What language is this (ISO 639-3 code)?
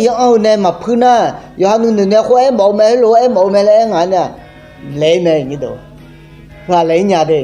ahk